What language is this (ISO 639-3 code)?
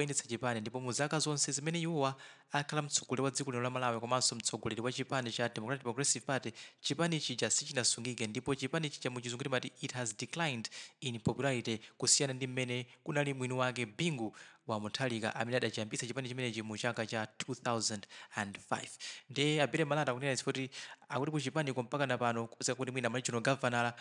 nya